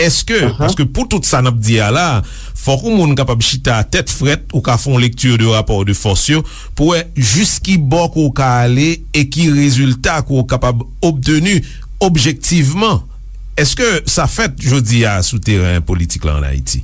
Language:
Haitian Creole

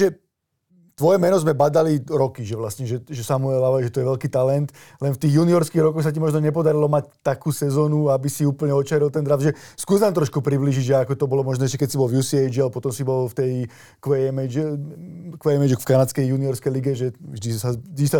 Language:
Slovak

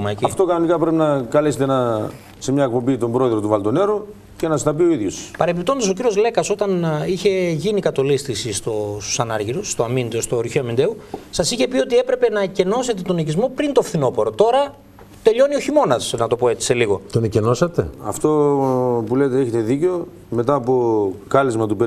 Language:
Greek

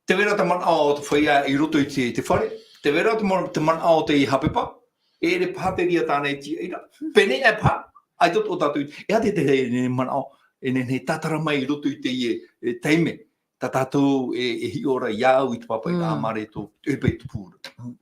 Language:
Tahitian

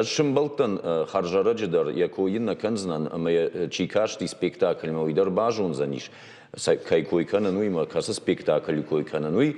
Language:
Ossetic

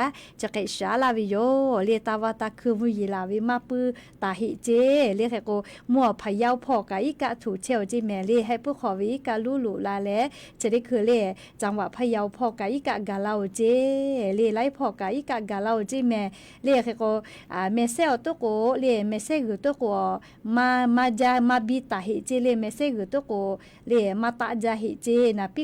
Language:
Lahu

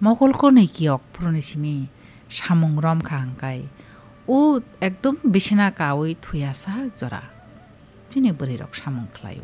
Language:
Kok Borok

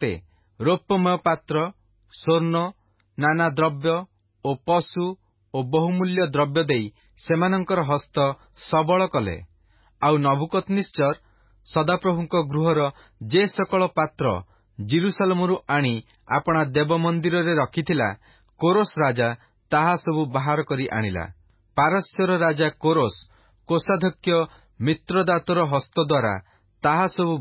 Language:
Odia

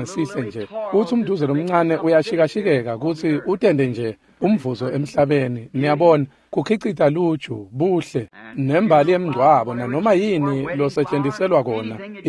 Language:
Swati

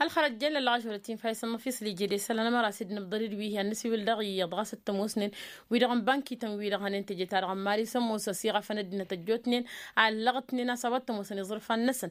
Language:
Tamasheq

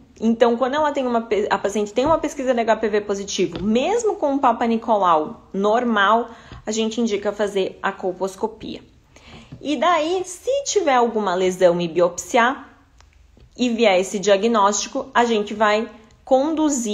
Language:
Portuguese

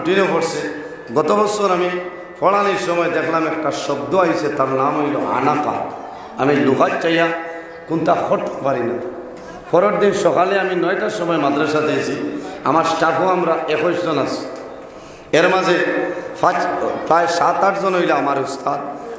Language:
Sylheti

